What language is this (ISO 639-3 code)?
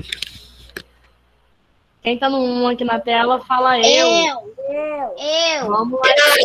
por